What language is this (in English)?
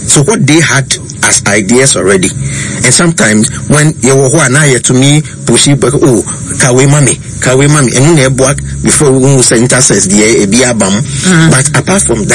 Akan